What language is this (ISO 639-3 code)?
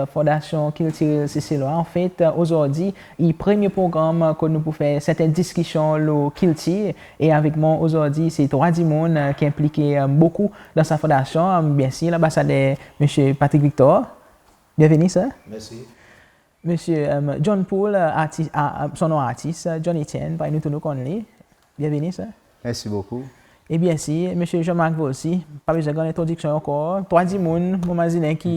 crs